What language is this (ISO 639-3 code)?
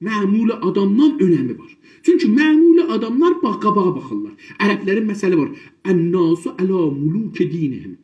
azb